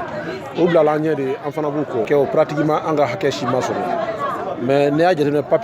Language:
Bambara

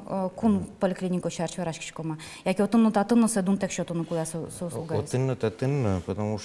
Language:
Udmurt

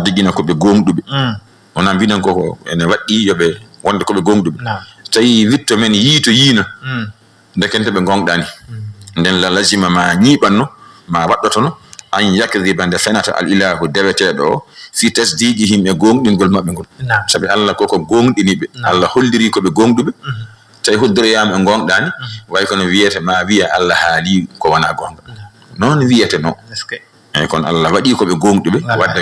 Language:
Fula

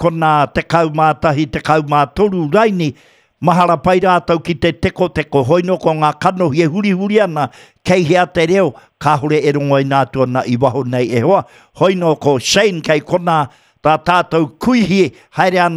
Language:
Māori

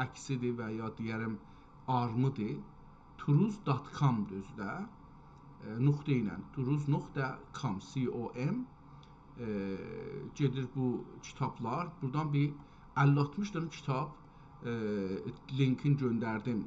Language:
South Azerbaijani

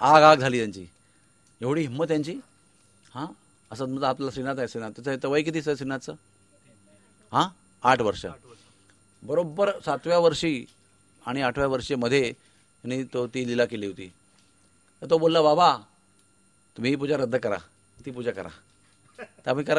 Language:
Marathi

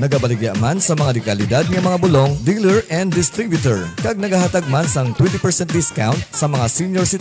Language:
Hiligaynon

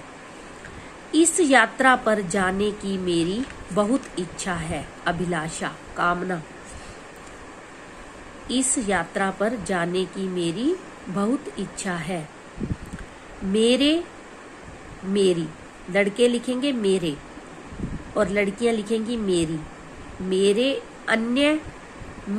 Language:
Hindi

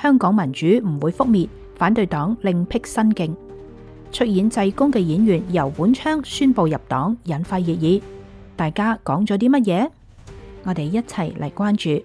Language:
Cantonese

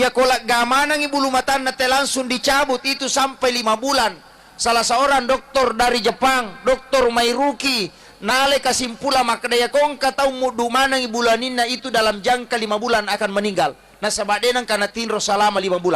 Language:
Buginese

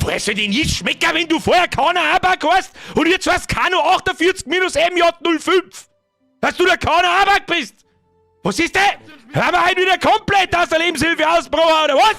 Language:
Bavarian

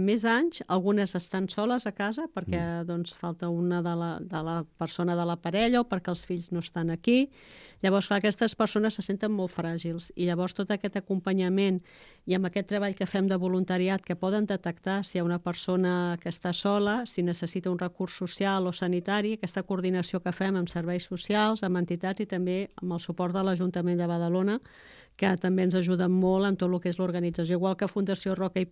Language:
Catalan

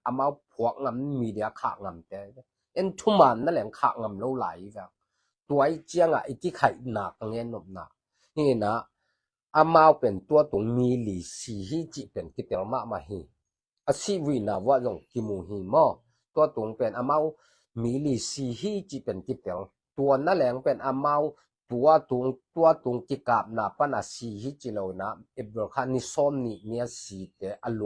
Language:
Tedim Chin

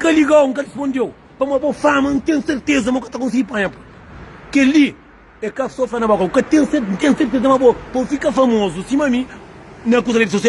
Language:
Kabuverdianu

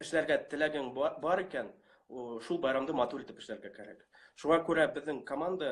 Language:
Bashkir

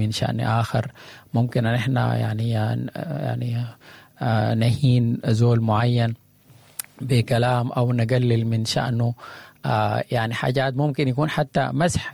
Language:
Sudanese Arabic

